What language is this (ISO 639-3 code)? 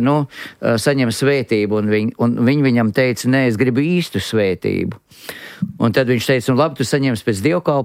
lav